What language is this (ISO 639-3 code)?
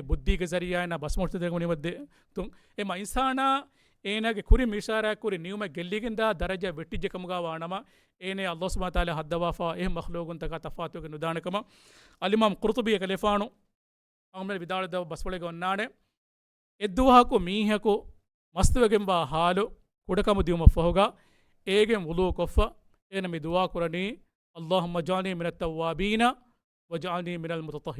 div